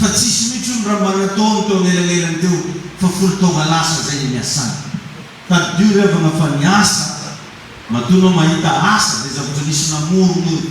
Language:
Malagasy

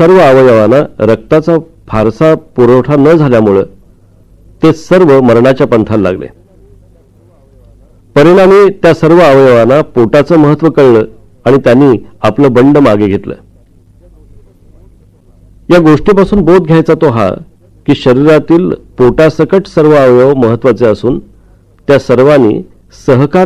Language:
Marathi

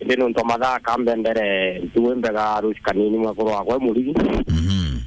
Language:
Meru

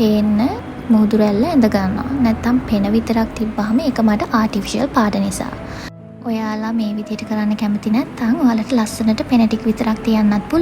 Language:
Sinhala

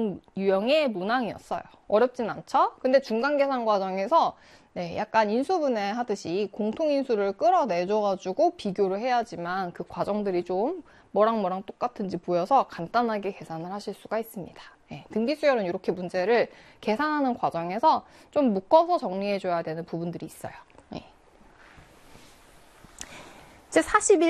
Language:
Korean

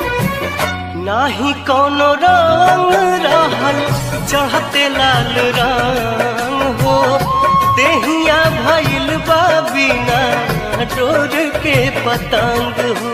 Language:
Bhojpuri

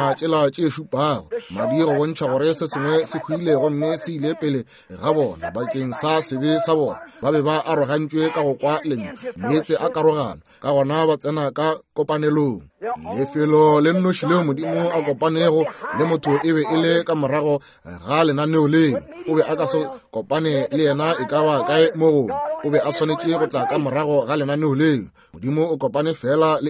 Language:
Northern Sotho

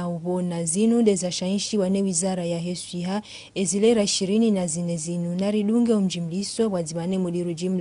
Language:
Ngazidja Comorian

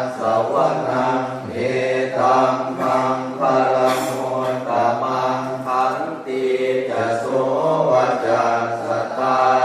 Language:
Pali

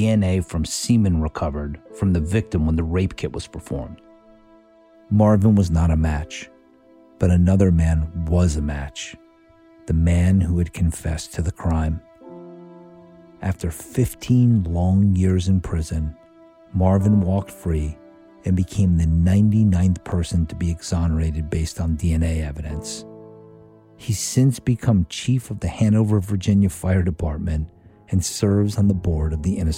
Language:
English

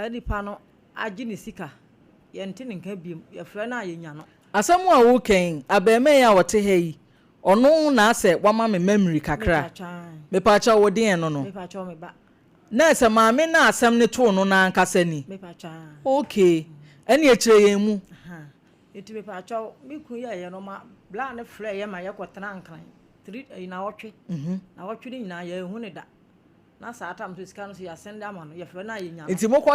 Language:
Akan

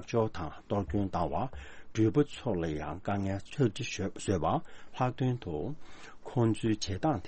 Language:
Tibetan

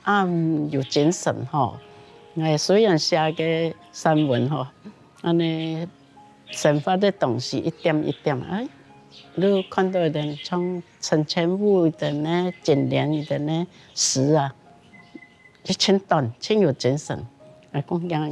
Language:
Hakka Chinese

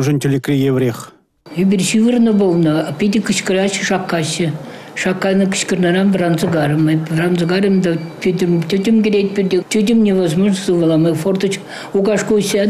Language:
Chuvash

